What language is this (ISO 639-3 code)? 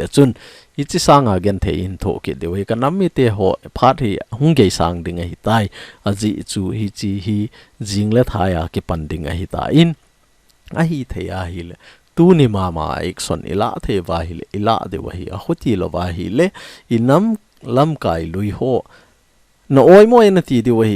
tcz